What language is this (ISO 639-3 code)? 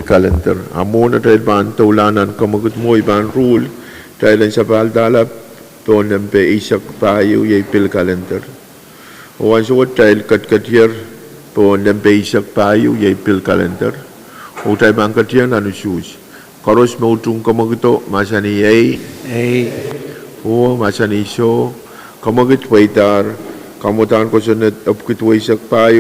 pon